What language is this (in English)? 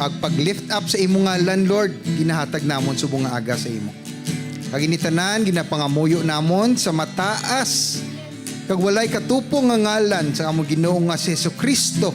Hiligaynon